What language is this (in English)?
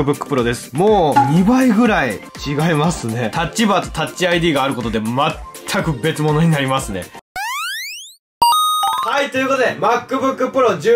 Japanese